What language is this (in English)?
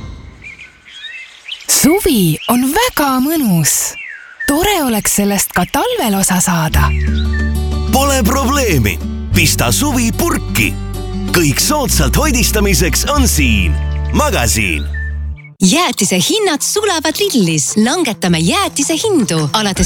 Estonian